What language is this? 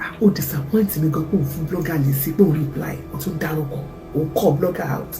Yoruba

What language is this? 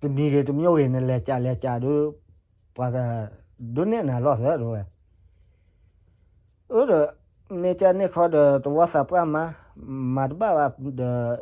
S'gaw Karen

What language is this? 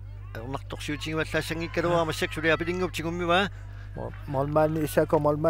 Kalaallisut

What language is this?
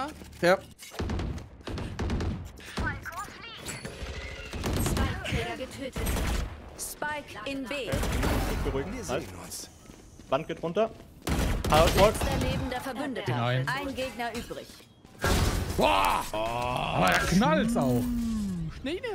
German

